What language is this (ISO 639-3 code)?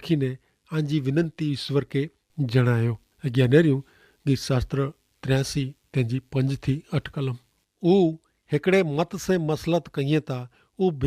kfr